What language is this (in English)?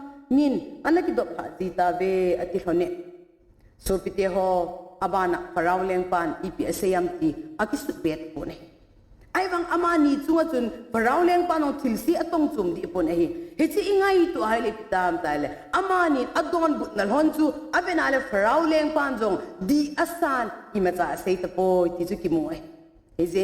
Thado Chin